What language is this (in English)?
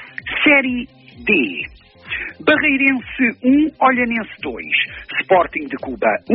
Portuguese